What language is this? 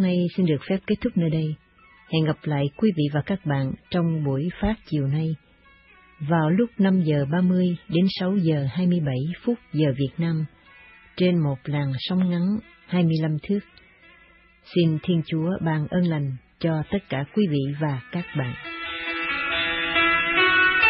Vietnamese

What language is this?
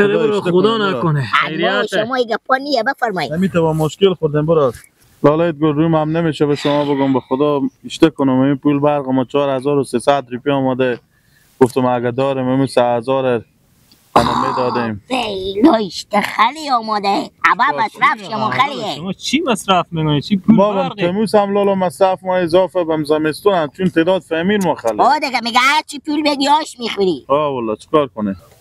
Persian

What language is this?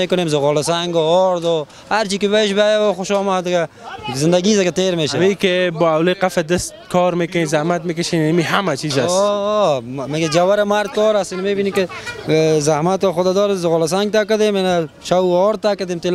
Persian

